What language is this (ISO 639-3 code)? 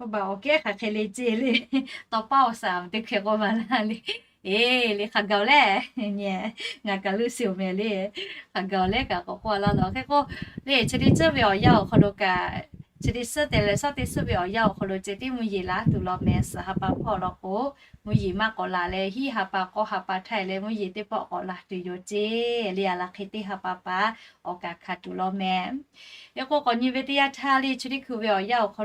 lhu